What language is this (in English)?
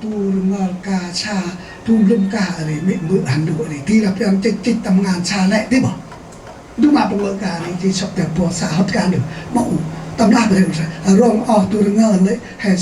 Central Mnong